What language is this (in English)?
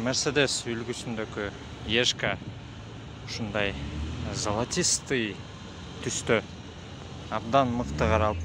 Kyrgyz